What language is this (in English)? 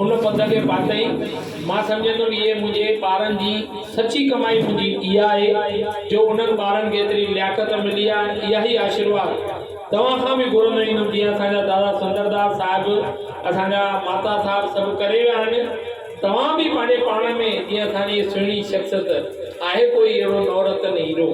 Sindhi